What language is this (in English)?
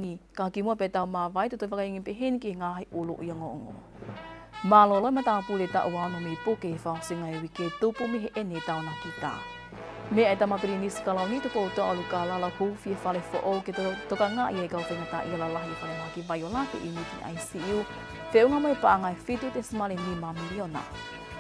Tongan